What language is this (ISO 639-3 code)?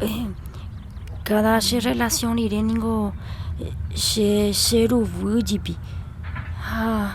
grn